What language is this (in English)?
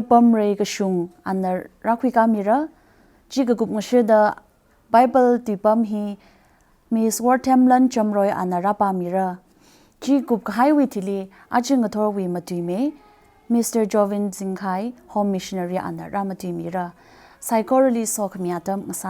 Tangkhul Naga (India)